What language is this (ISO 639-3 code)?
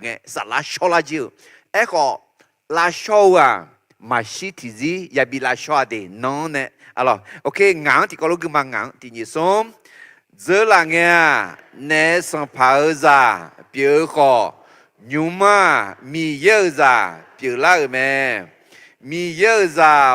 ahk